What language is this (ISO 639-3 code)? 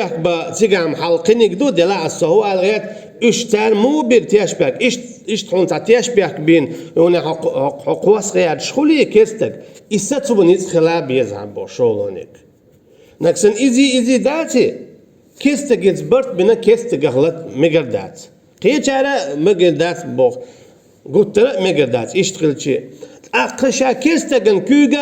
che